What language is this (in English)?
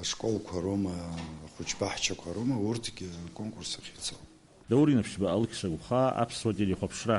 Abkhazian